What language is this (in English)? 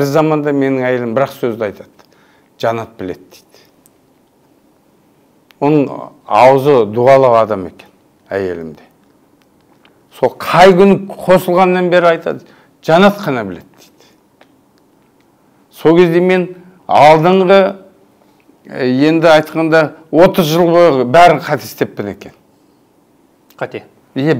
Kazakh